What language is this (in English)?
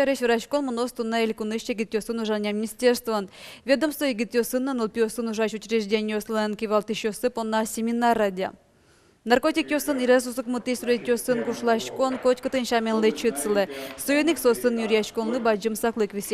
Udmurt